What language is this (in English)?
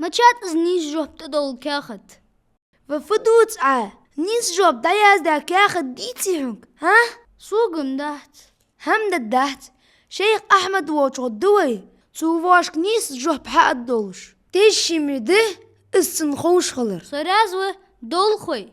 Ingush